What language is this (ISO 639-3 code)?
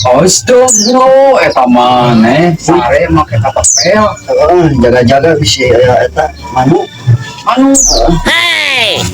sun